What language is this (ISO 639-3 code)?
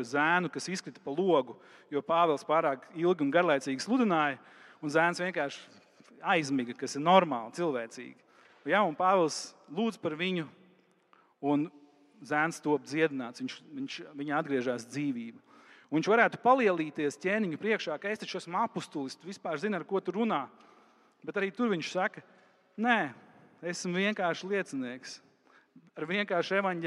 lav